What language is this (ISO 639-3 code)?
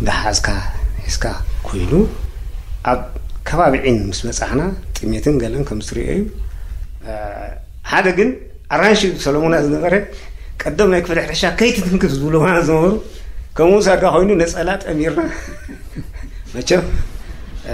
tir